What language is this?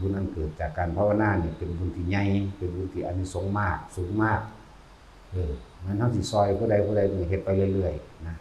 Lao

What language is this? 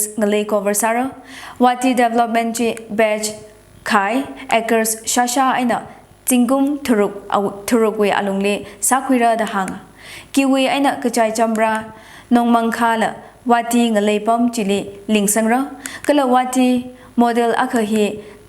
Tangkhul Naga (India)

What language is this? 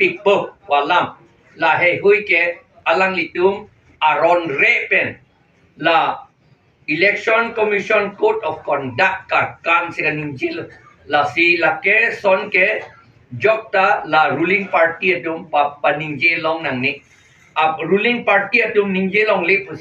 Karbi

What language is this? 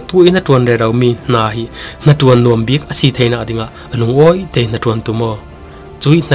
Falam Chin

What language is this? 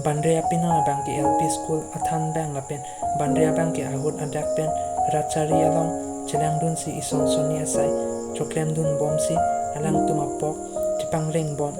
Karbi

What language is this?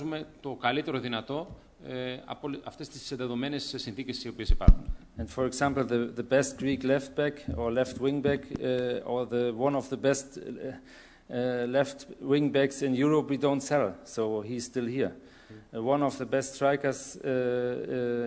Greek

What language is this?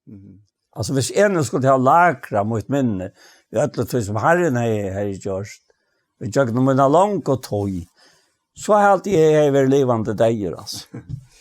Faroese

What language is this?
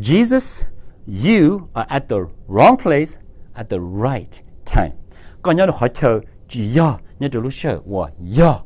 Hmong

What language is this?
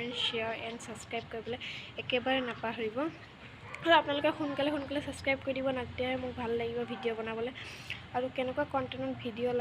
Assamese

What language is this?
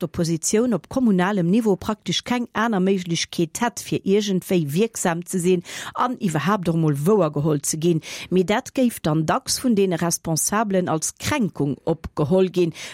Luxembourgish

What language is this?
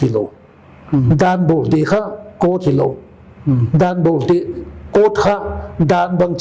Paite Chin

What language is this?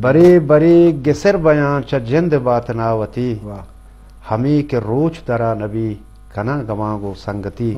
Eastern Balochi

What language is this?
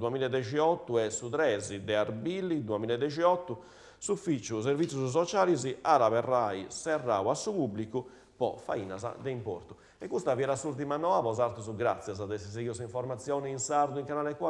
Sardinian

